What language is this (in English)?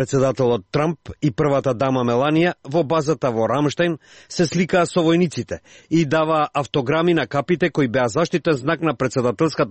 Macedonian